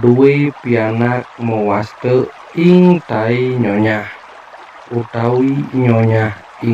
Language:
Balinese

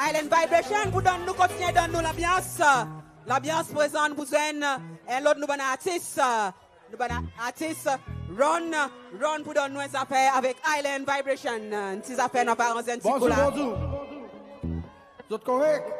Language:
Seselwa Creole French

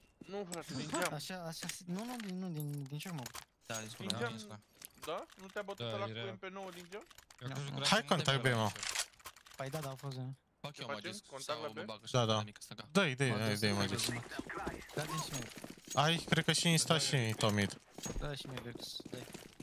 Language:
Romanian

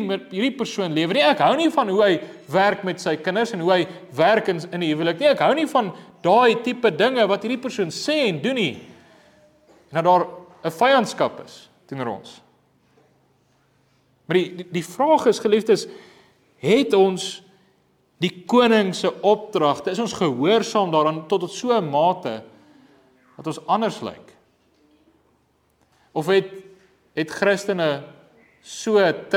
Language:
Afrikaans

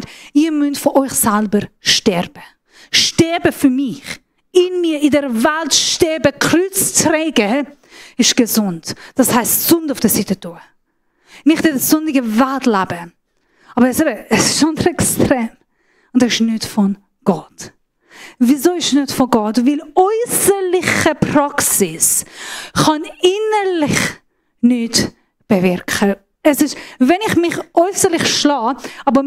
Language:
Swiss German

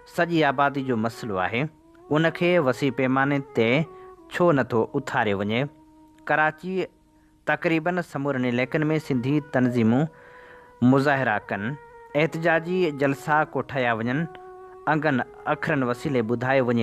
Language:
Sindhi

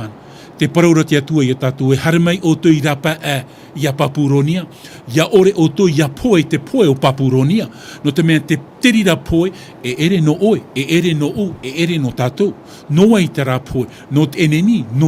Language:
Tahitian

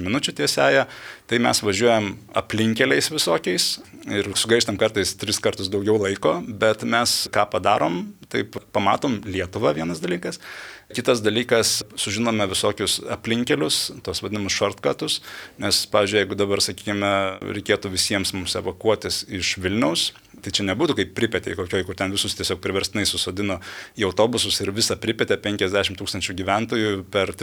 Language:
Lithuanian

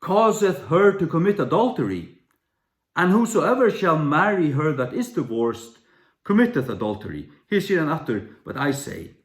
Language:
Faroese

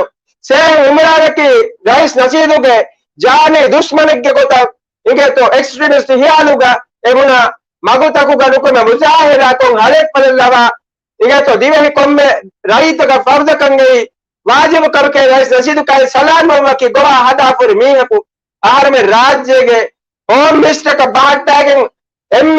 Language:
Divehi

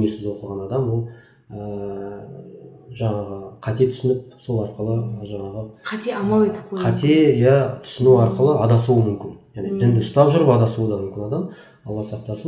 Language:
Kazakh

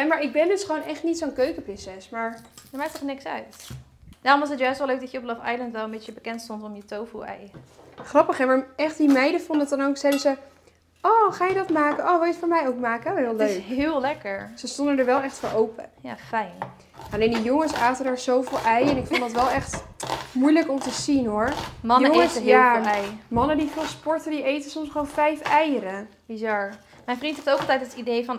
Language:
Dutch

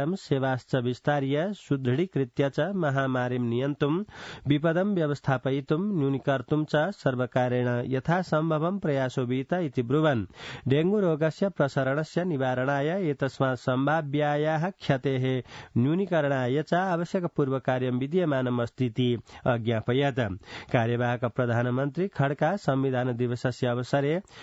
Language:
Sanskrit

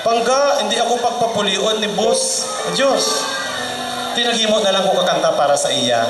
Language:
Hiligaynon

